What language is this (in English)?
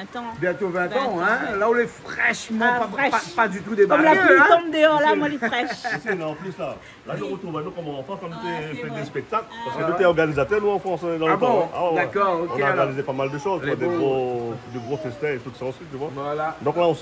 Réunion Creole French